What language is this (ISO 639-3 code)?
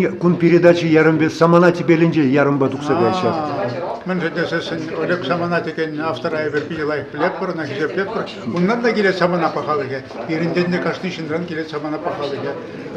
chv